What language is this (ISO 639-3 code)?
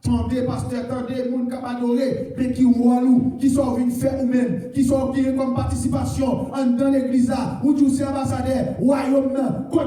hat